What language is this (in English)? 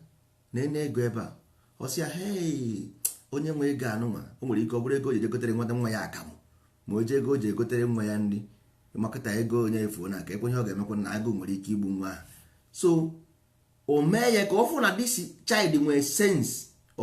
Igbo